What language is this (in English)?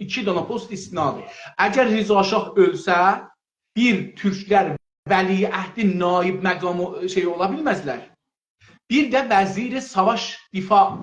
South Azerbaijani